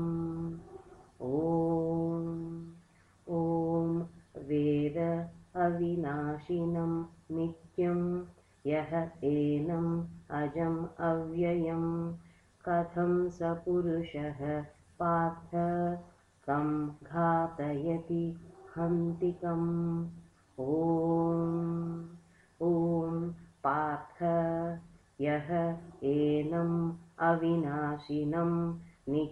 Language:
Sanskrit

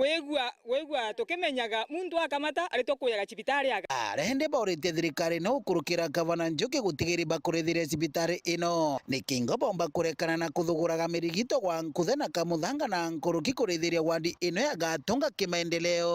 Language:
Meru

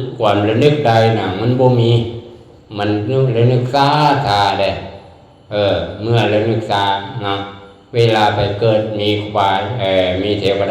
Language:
Lao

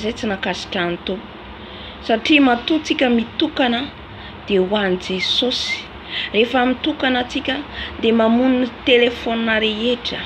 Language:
Malagasy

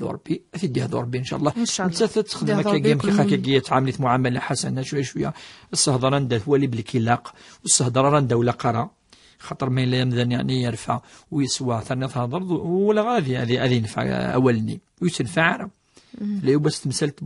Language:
Kabyle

